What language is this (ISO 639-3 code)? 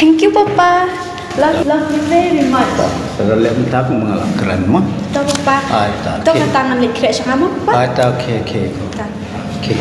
kha